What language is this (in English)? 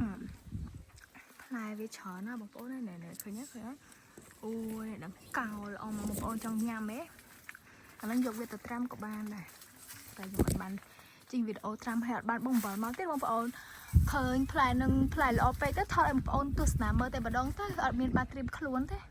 Khmer